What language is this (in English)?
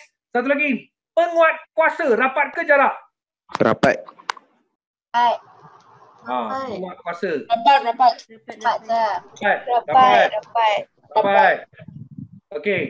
Malay